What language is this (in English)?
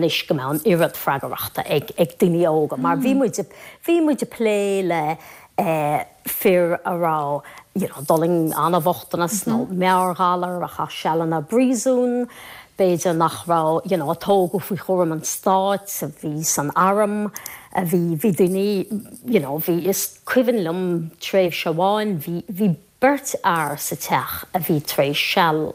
Irish